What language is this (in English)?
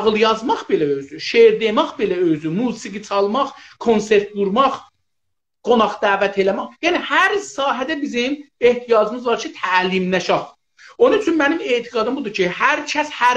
South Azerbaijani